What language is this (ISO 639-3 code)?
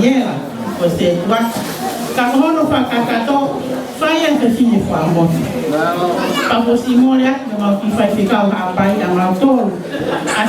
ton